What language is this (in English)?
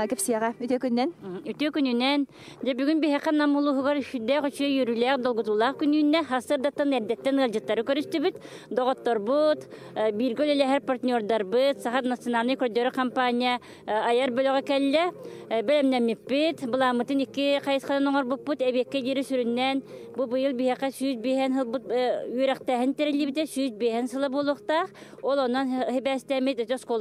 Yakut